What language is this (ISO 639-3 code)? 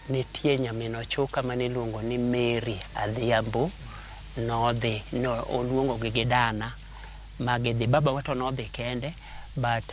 luo